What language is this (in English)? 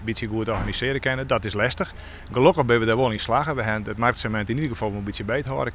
Western Frisian